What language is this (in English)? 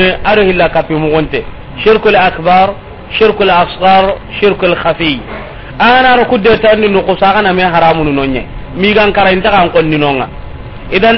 Soninke